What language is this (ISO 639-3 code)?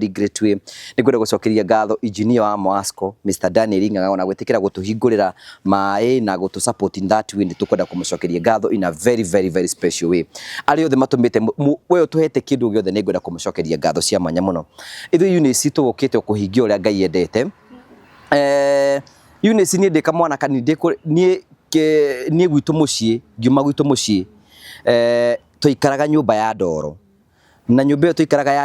kik